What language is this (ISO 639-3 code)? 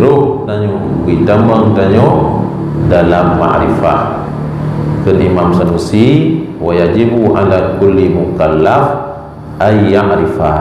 ace